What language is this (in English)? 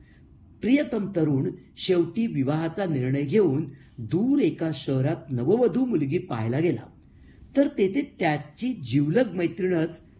Marathi